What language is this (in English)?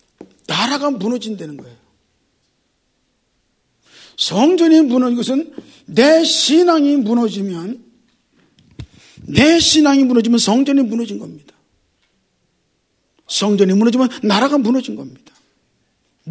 Korean